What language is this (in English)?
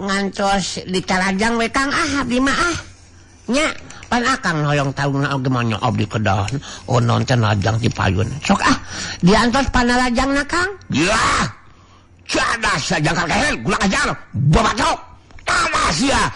Sundanese